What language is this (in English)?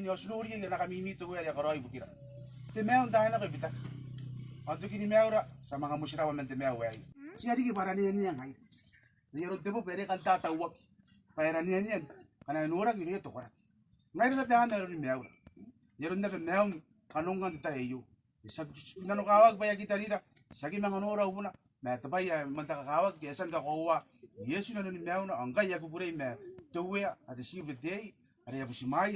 Gilbertese